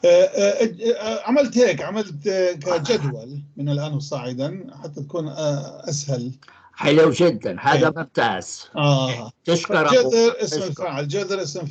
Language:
North Levantine Arabic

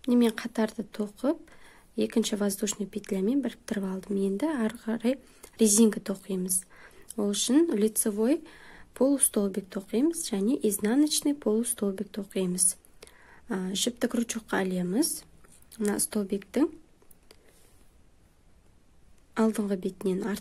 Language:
Kazakh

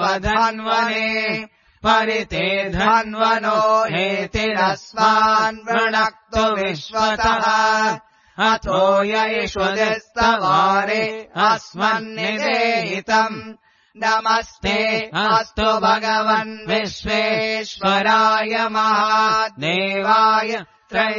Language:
Sanskrit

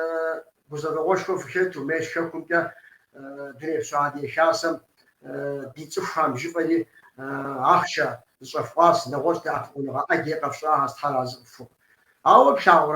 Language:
Kabardian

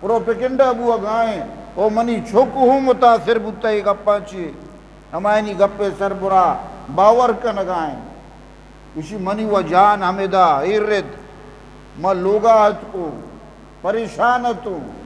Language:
Eastern Balochi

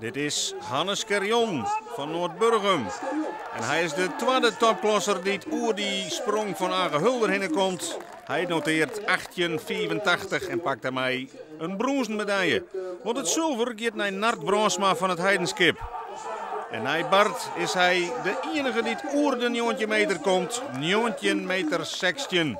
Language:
Western Frisian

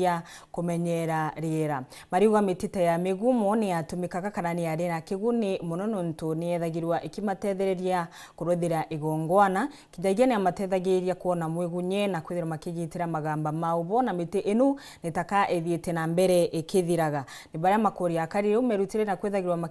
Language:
Meru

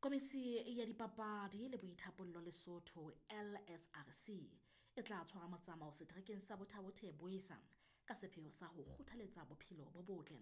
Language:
Southern Sotho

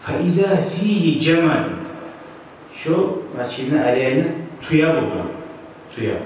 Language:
Kumyk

